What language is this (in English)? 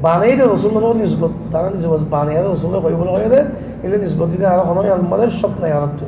Rohingya